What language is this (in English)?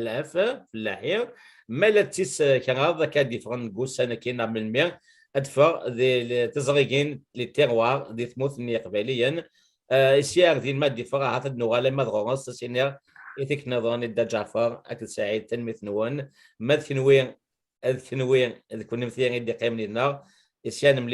Kabyle